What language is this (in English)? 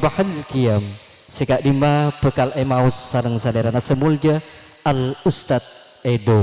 Madurese